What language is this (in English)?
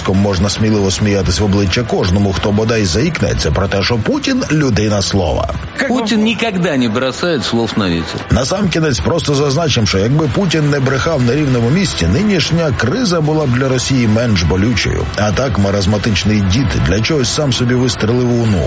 Ukrainian